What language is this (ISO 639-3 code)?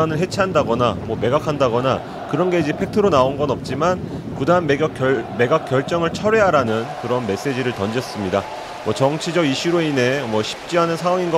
kor